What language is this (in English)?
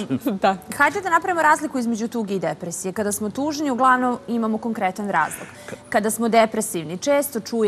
Serbian